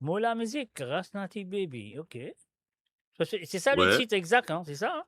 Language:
Morisyen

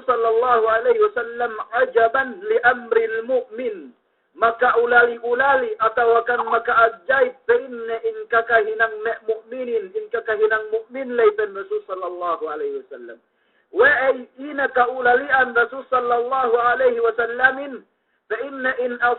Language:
Yakan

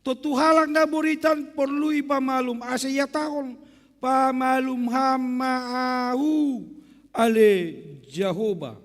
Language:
Batak Simalungun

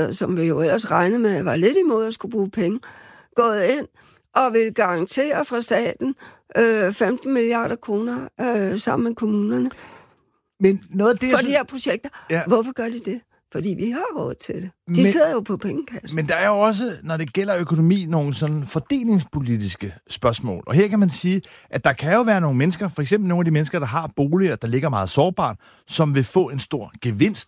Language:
Danish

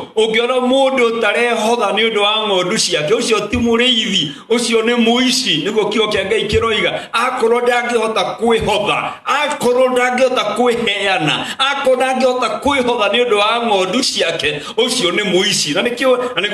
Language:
Kikuyu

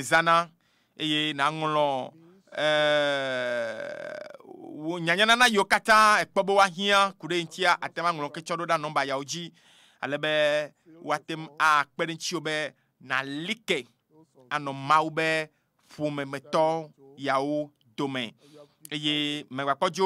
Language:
Ewe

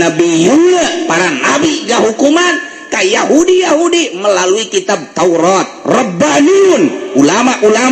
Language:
Sundanese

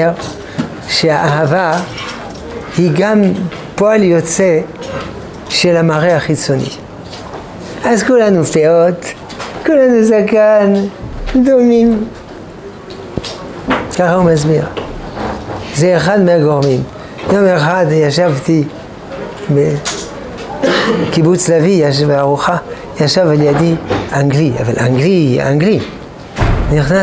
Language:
Hebrew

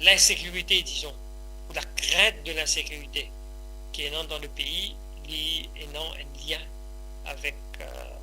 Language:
Morisyen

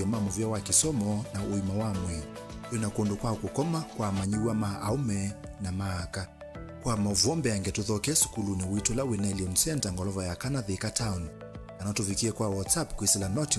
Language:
Kamba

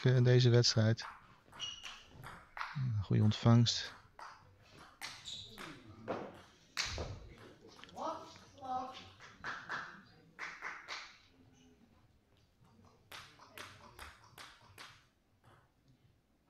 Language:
Dutch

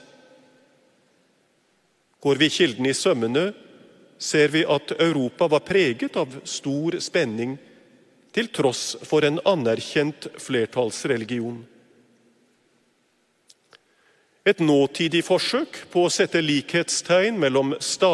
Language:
Norwegian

